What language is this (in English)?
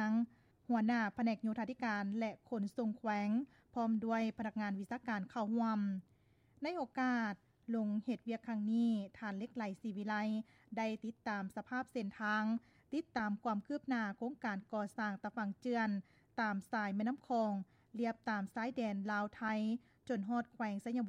Lao